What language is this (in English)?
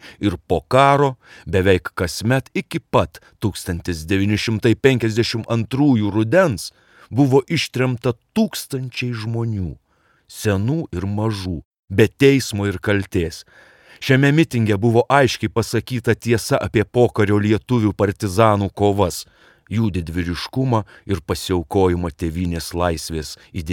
Lithuanian